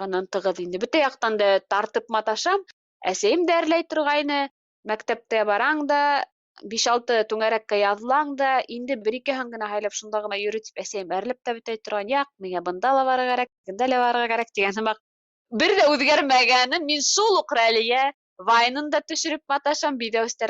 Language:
Bashkir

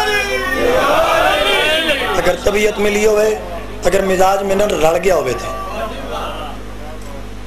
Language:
Urdu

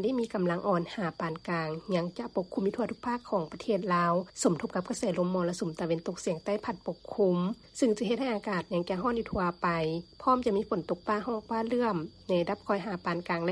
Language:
Lao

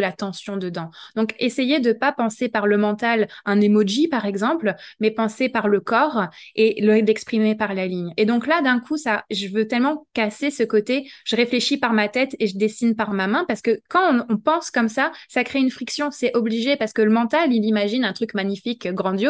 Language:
French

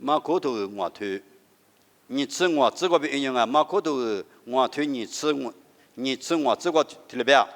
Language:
Lisu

